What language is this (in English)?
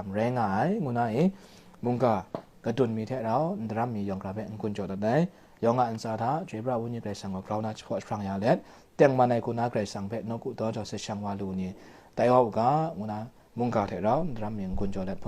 Kachin